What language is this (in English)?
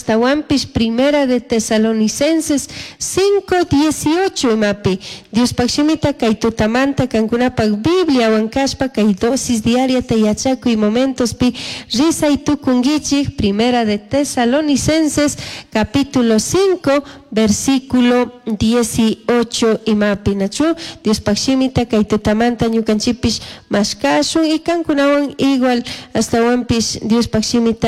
Chimborazo Highland Quichua